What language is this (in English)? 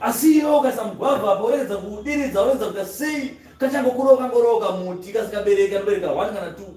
Shona